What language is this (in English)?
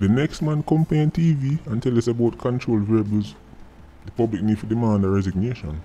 Jamaican Creole English